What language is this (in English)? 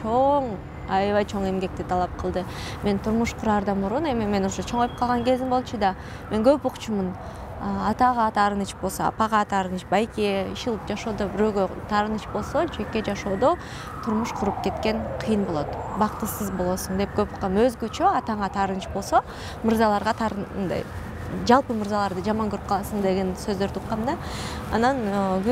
Kyrgyz